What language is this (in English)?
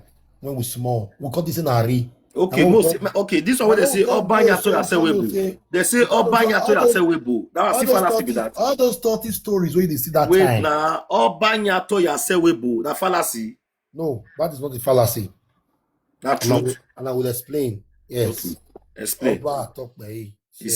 Nigerian Pidgin